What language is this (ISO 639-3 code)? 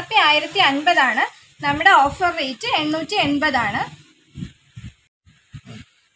mal